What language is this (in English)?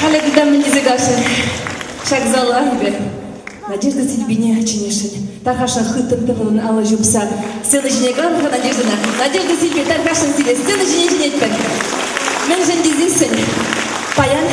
Chuvash